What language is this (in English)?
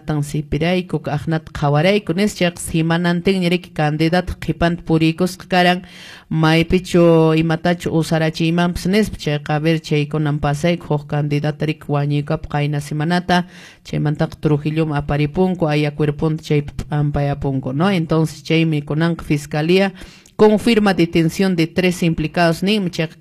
Quechua